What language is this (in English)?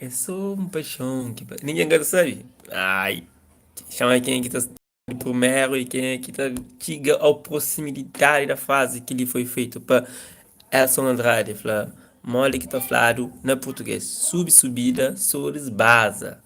Kabuverdianu